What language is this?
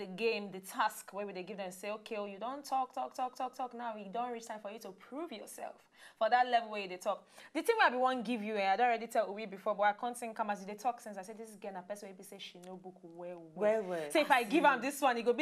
Nigerian Pidgin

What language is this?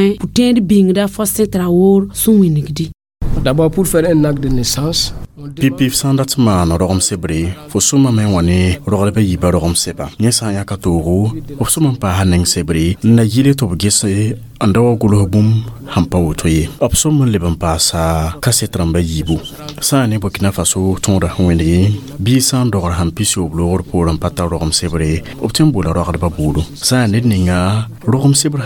Mossi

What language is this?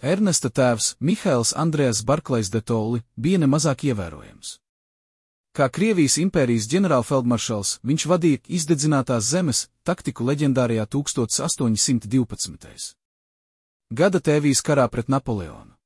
Latvian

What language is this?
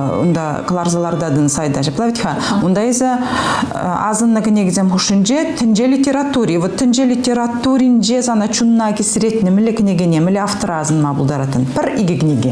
Chuvash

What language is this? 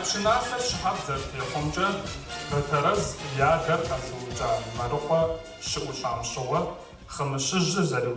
Kabardian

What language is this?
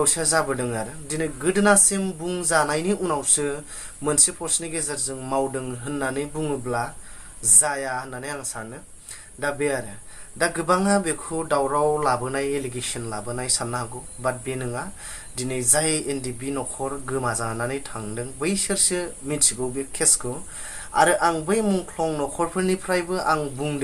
Bodo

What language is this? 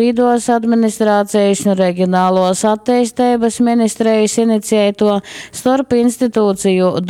Latgalian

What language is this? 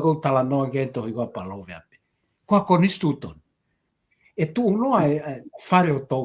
Tongan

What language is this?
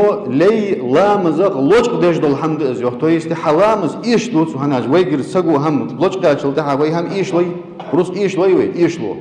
Ingush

